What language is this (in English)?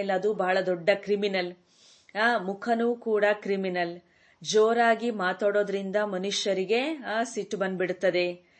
Kannada